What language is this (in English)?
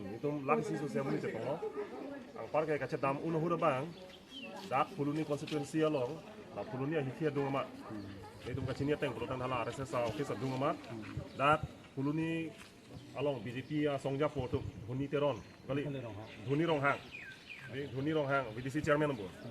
Karbi